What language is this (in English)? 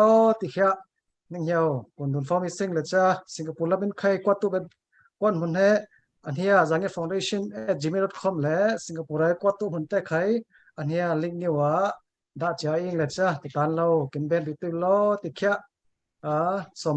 Falam Chin